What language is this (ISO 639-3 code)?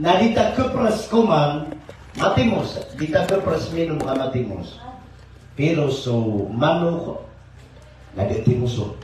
mrw